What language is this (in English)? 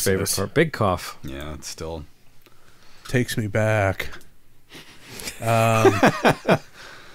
English